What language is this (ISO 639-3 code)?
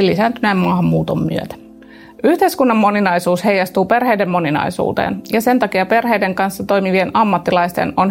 fin